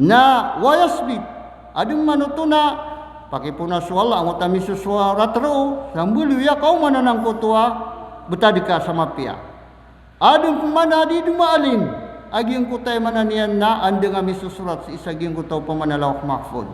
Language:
Maranao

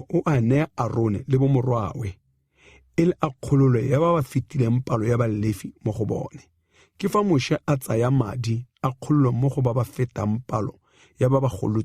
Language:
Tswana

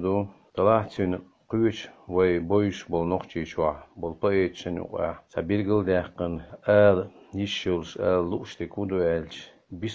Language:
Chechen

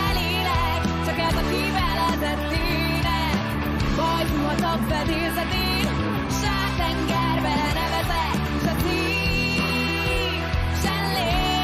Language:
Hungarian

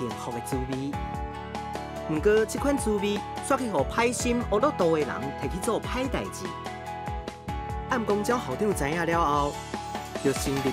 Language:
Min Nan Chinese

